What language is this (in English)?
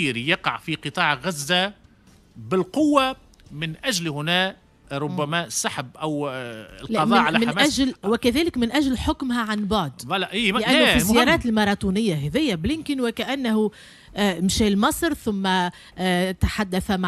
Tunisian Arabic